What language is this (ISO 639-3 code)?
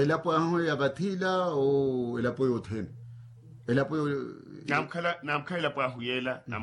vmw